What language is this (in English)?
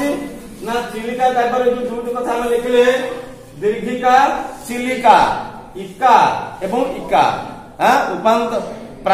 Odia